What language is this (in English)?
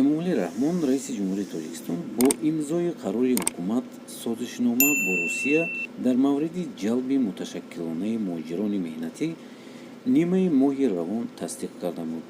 Tajik